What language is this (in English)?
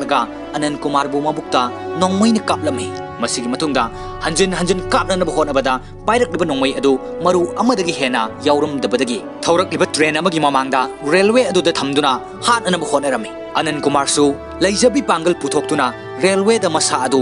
Manipuri